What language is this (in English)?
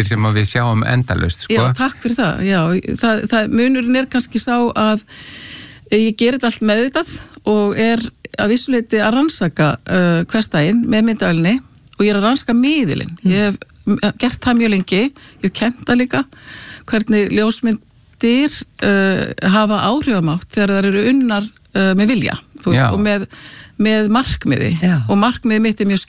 Icelandic